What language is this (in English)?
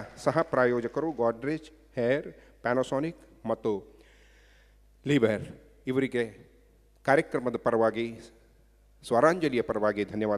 Kannada